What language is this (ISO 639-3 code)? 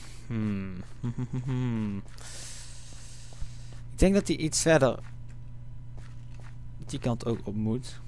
nld